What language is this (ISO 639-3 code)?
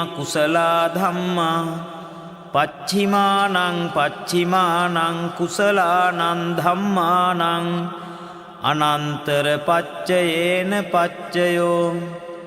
pli